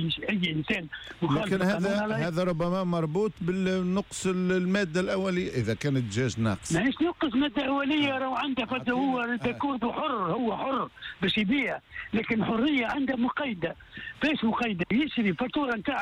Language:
Tunisian Arabic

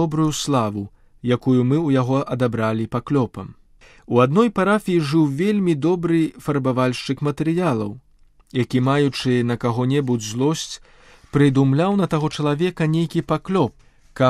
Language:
Belarusian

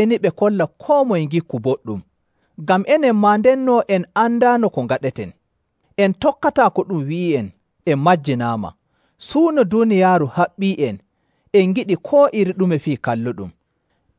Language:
Nigerian Fulfulde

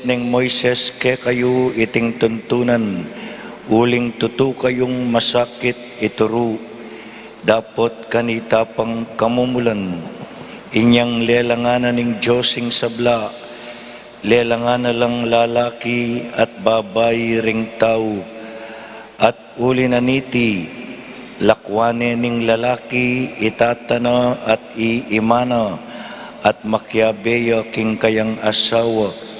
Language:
Pampanga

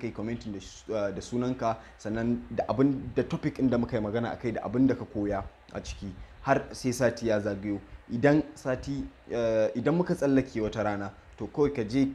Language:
Hausa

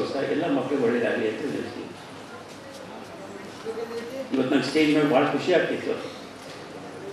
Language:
Kannada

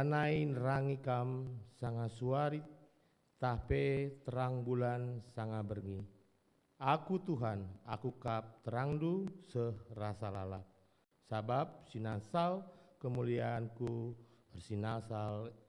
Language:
Batak Karo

